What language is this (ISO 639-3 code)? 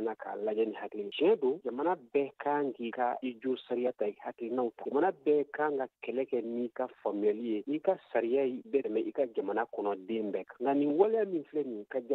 bam